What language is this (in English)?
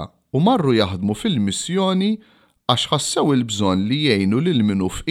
Maltese